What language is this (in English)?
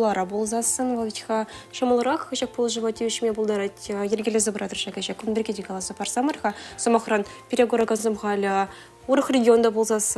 Chuvash